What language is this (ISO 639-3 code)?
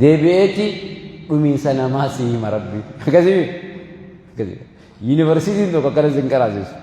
orm